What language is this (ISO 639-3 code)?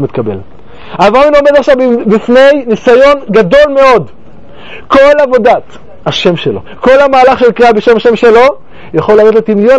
heb